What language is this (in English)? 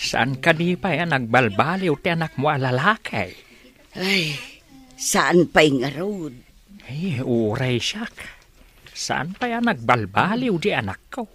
Iloko